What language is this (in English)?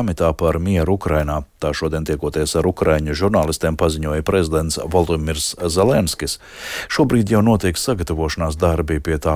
Latvian